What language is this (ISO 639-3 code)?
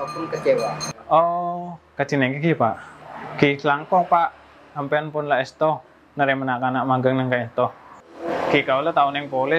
mad